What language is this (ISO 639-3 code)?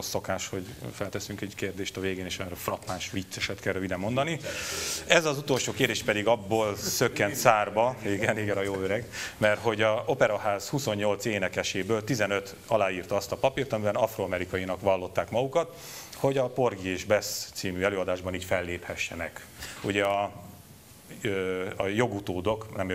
hun